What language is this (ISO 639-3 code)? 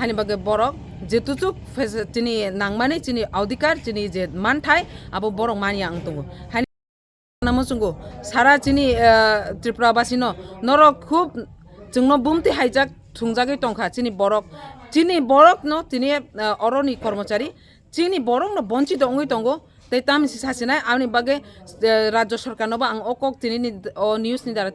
trp